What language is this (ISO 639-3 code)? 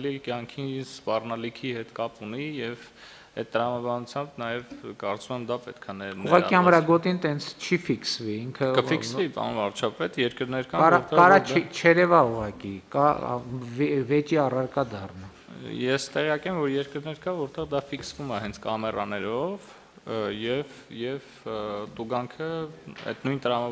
hye